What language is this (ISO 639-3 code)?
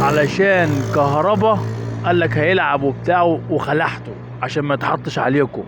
arz